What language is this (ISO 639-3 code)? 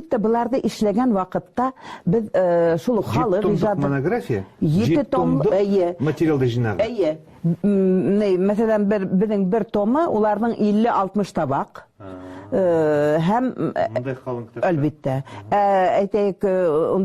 bak